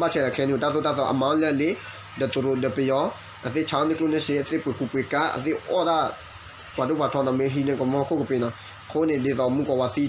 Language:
S'gaw Karen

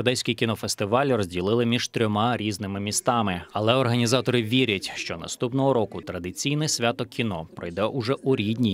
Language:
Ukrainian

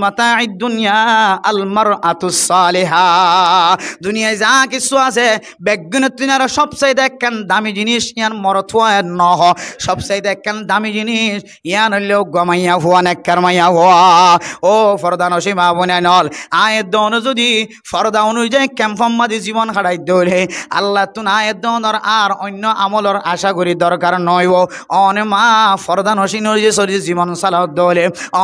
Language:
Rohingya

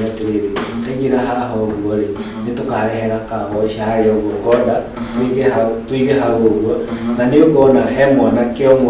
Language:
Kikuyu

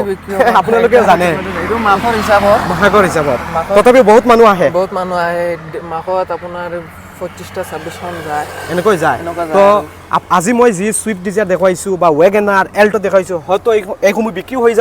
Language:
Assamese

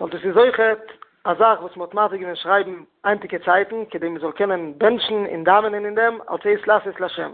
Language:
Yiddish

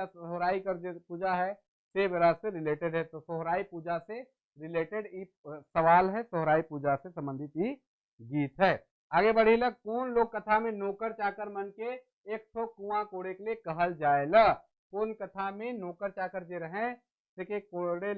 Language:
Sadri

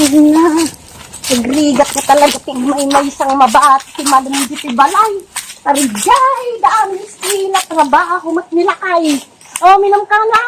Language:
Iloko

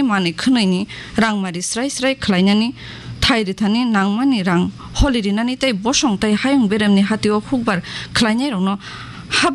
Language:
Kok Borok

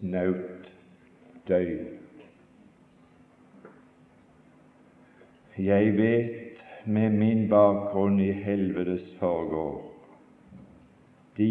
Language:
Norwegian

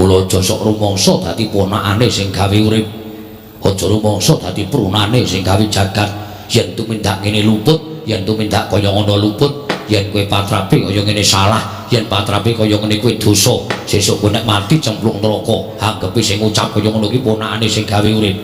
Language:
Javanese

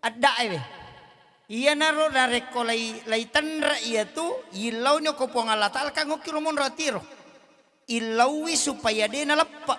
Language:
Buginese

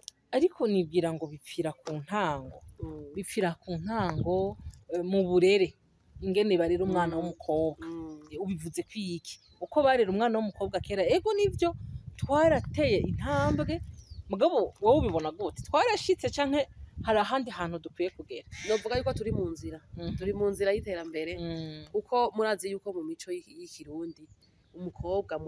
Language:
Rundi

